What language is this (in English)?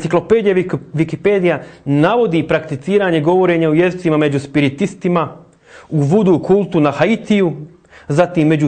Croatian